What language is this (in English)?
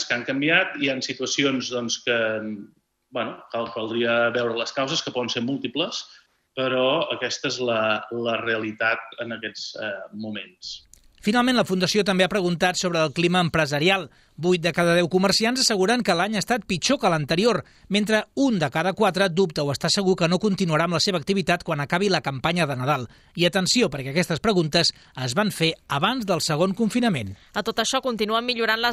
Catalan